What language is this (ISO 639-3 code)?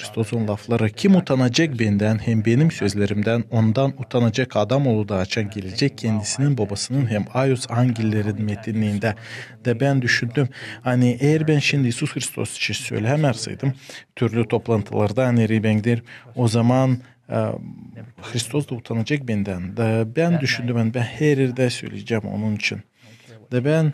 gag